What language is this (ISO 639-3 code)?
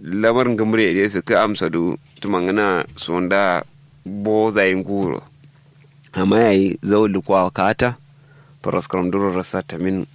kau